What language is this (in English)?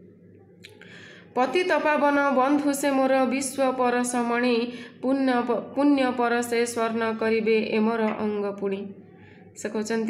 Odia